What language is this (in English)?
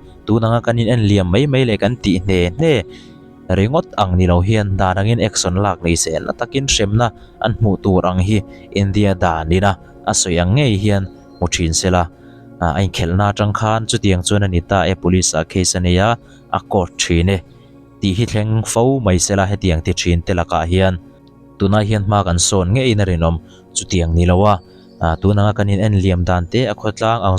Mizo